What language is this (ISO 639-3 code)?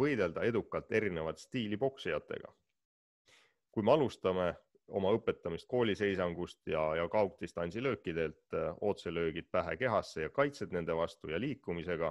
est